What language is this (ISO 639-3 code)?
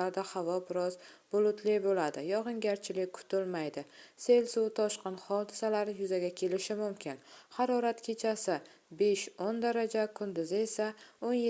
uzb